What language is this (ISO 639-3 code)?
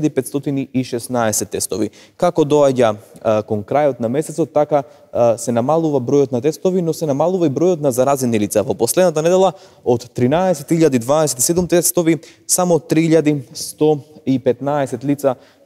mkd